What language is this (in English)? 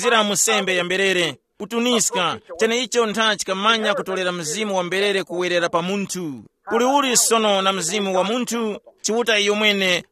Tumbuka